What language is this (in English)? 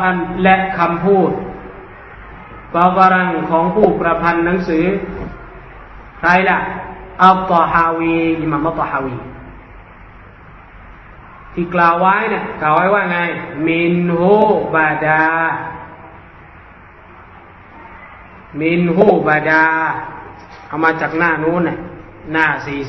Thai